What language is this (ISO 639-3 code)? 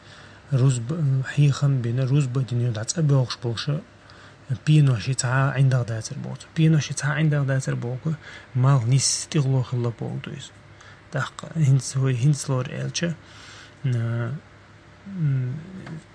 che